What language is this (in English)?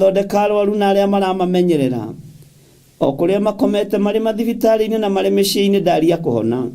Kikuyu